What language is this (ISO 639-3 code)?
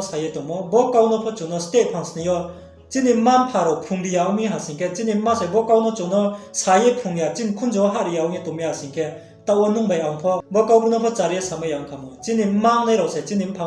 ria